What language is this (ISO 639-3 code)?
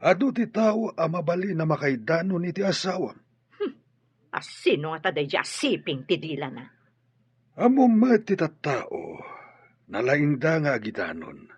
ilo